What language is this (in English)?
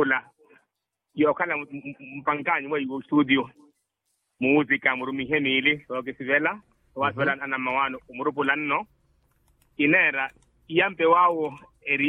Makhuwa